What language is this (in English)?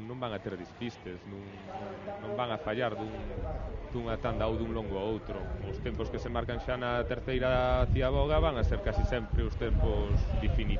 Galician